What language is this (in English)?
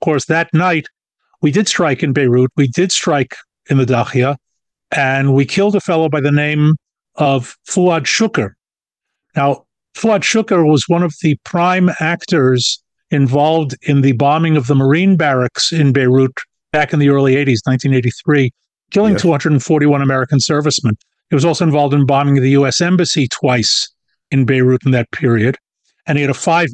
English